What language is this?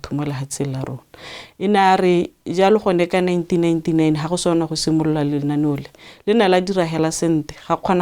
Tswana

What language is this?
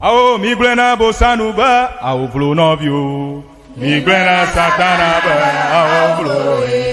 Ewe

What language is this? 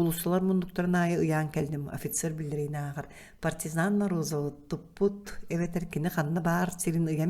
Yakut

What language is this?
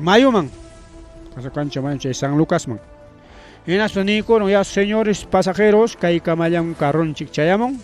Ayacucho Quechua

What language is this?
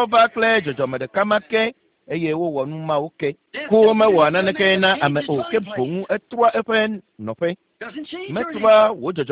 Ewe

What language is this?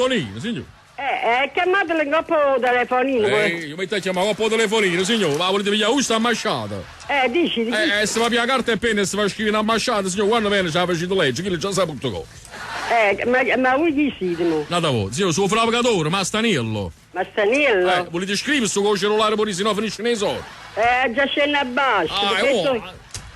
Neapolitan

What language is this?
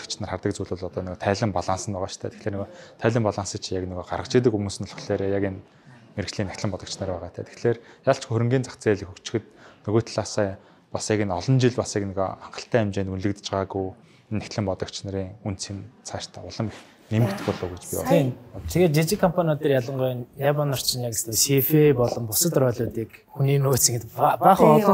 Mongolian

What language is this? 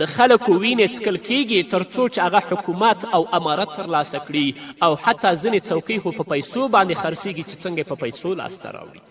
Pashto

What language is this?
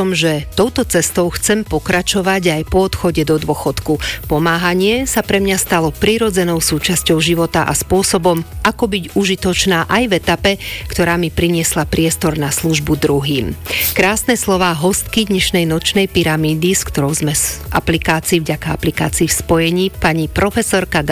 Slovak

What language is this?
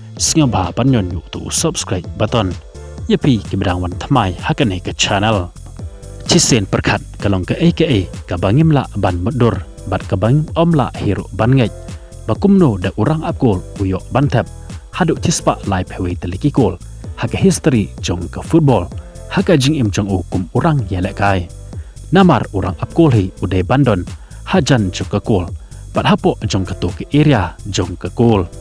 Khasi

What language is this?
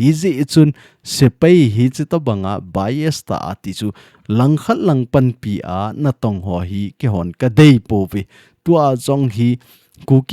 Thado Chin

